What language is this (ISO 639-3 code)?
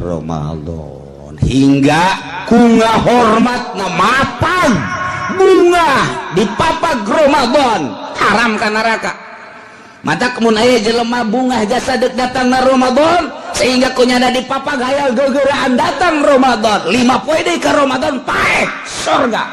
sun